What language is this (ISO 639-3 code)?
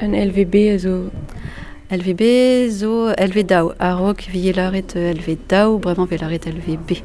bre